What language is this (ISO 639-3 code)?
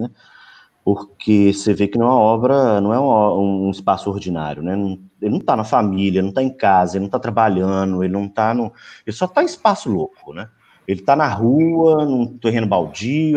por